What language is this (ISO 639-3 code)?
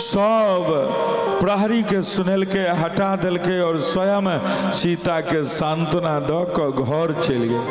mai